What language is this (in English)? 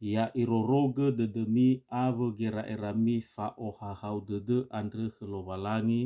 Nias